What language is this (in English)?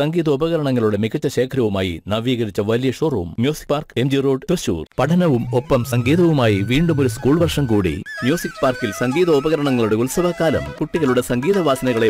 Malayalam